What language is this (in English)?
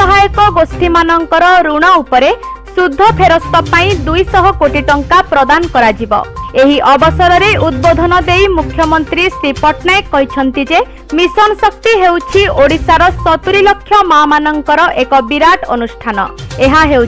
Odia